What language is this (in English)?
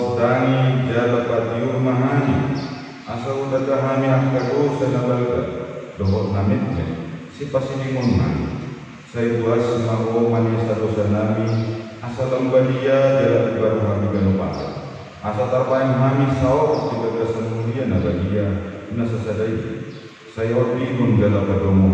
Batak Toba